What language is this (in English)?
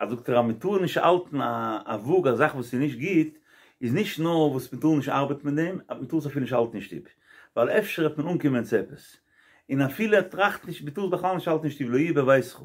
Yiddish